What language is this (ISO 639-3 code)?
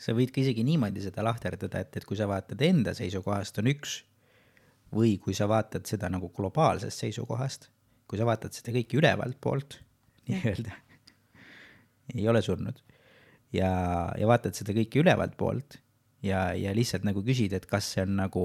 est